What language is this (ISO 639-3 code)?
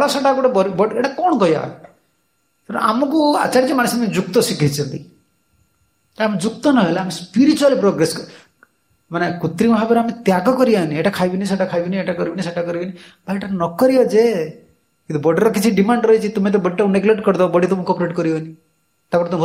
ori